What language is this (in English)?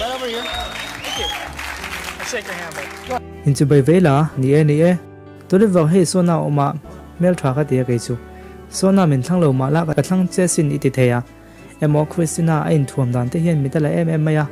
Mizo